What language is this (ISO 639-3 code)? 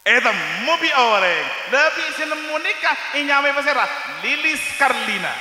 mad